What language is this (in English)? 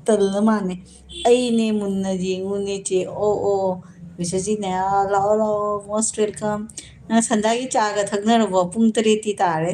Manipuri